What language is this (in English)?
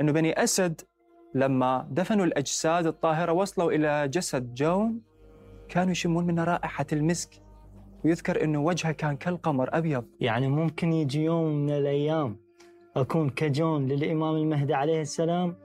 Mesopotamian Arabic